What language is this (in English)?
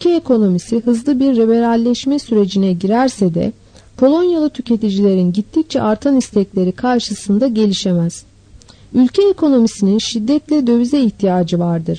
Turkish